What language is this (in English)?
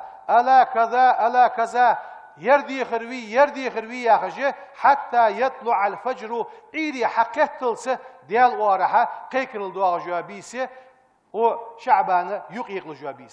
Ingush